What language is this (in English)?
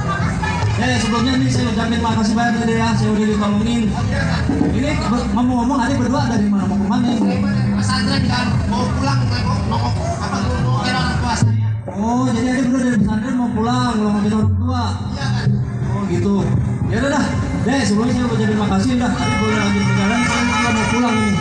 Betawi